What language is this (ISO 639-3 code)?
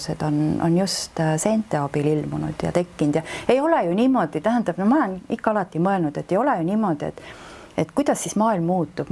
est